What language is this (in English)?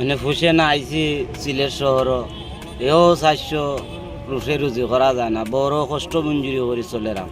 Sylheti